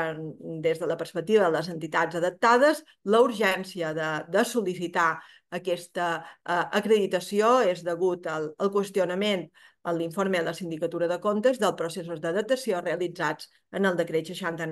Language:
Catalan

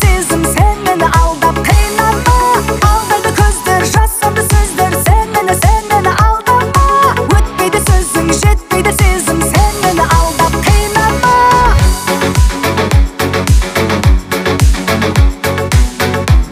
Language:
Kazakh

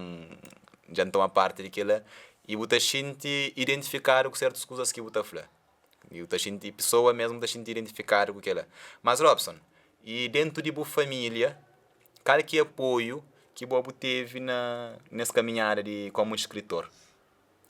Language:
Kabuverdianu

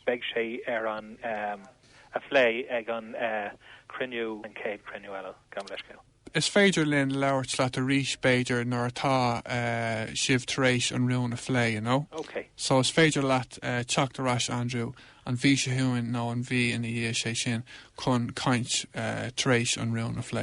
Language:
Irish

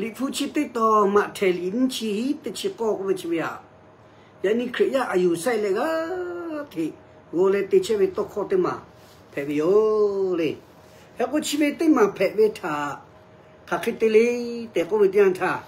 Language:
Lahu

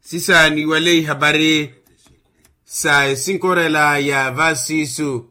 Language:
Makhuwa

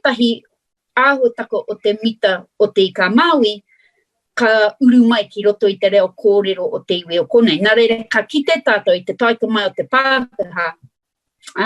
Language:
Māori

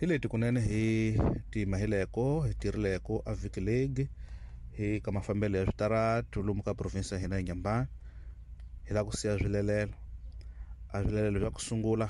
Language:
Tsonga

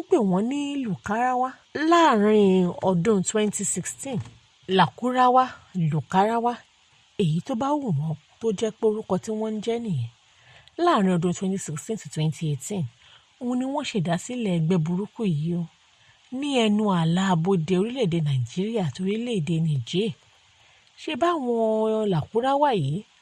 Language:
Yoruba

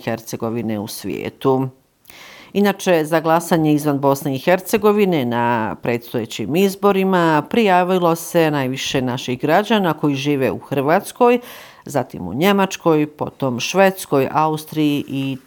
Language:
Bosnian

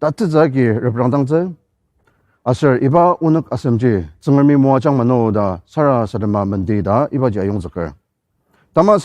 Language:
Ao Naga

